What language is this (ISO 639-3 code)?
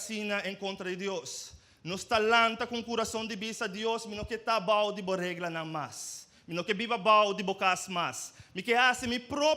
pap